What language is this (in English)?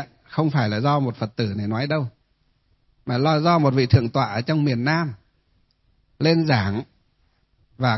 Vietnamese